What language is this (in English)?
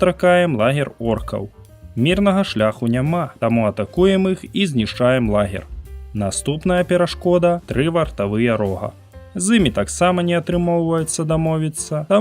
Belarusian